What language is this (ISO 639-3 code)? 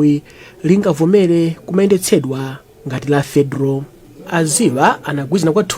nya